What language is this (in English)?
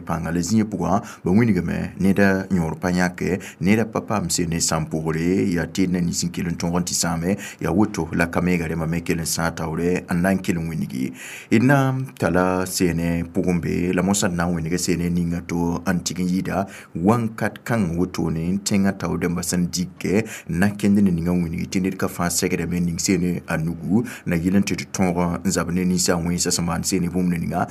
Mossi